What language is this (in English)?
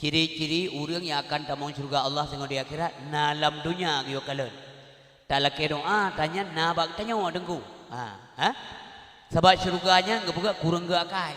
Achinese